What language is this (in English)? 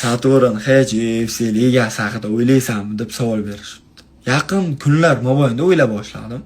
Uzbek